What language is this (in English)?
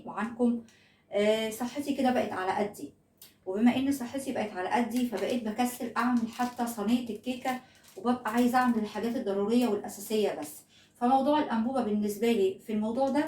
Egyptian Arabic